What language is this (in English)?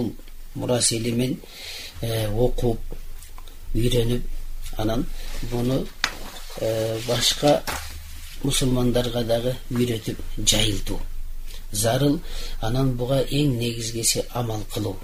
Kyrgyz